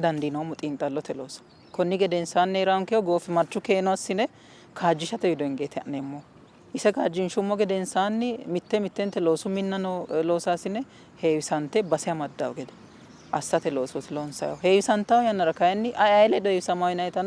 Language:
Sidamo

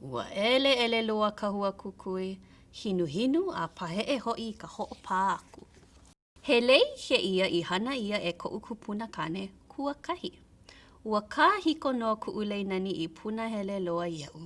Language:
Hawaiian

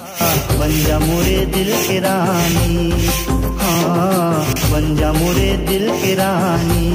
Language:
Chhattisgarhi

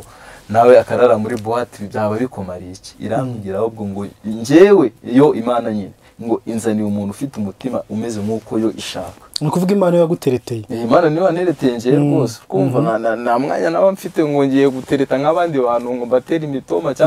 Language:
Kinyarwanda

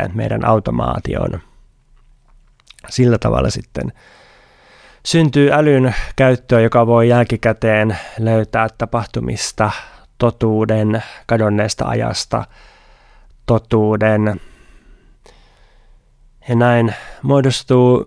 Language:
Finnish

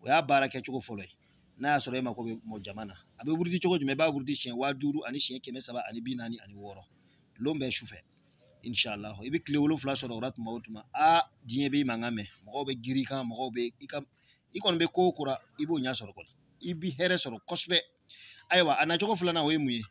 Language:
Bambara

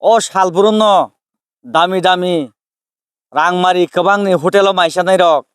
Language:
Kok Borok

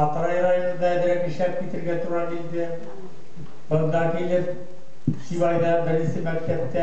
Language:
Bashkir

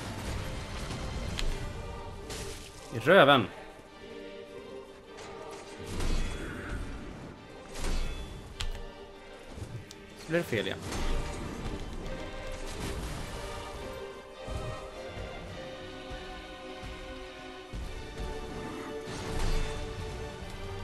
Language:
Swedish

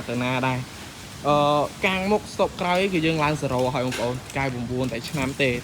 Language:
Khmer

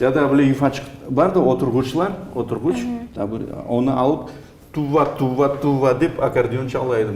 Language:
Crimean Tatar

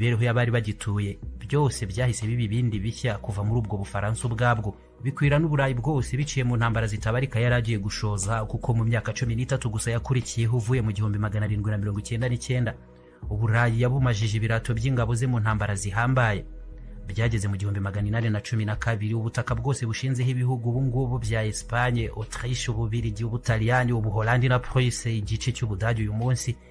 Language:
Kinyarwanda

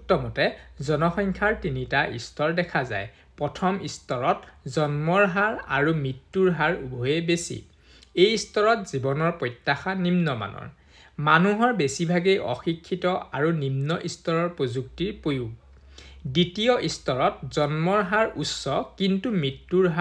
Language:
Assamese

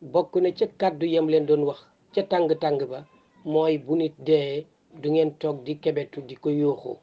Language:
Wolof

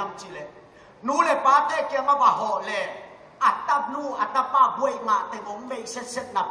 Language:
Tedim Chin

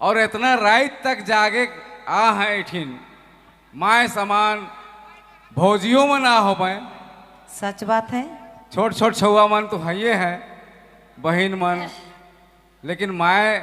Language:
Sadri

